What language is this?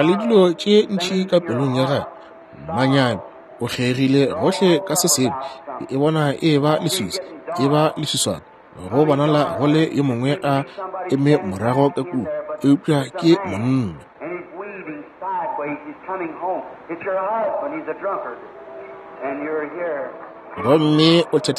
Northern Sotho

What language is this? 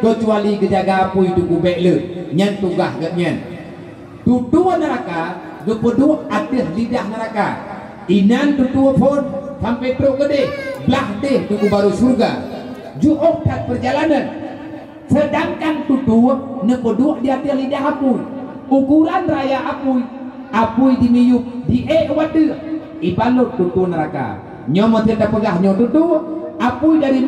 Achinese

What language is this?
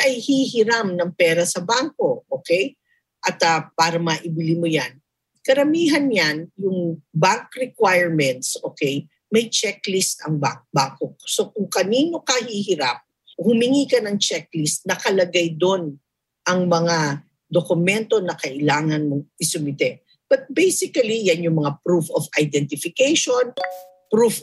Filipino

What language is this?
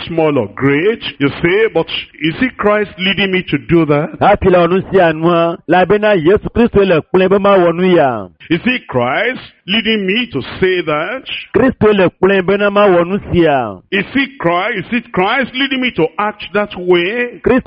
Ewe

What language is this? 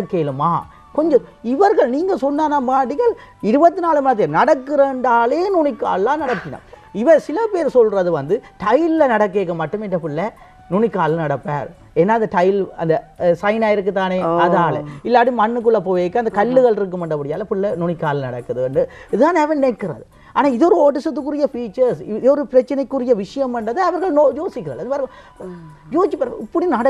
Tamil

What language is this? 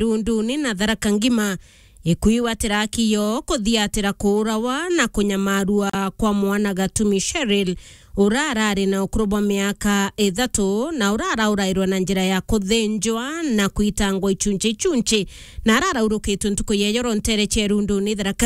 Meru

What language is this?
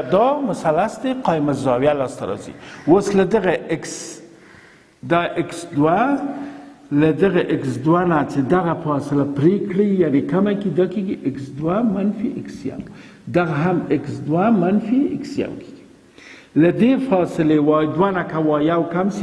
Pashto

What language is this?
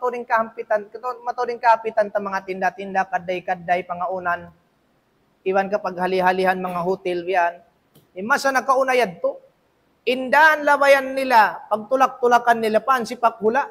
Tausug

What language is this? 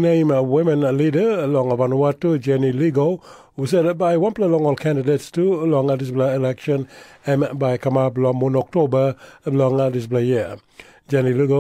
Tok Pisin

